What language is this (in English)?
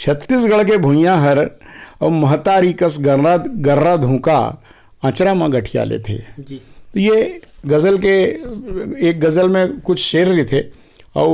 Chhattisgarhi